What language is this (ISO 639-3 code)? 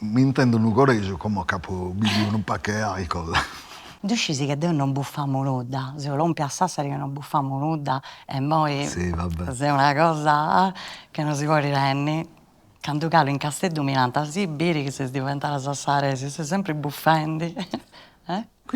srd